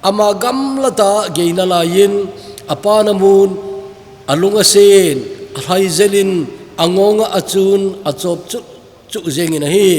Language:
Thado Chin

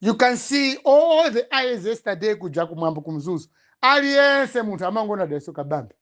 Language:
Nyanja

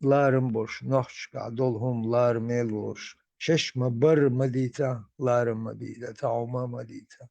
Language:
Chechen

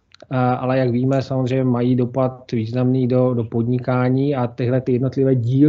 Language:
Czech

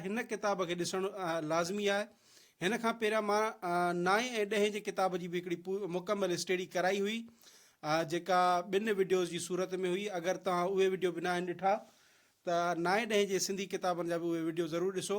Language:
Sindhi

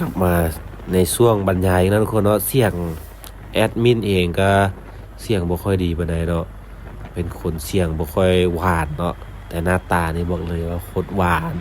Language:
Lao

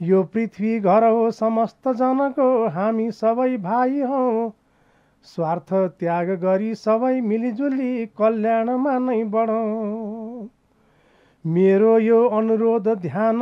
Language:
Nepali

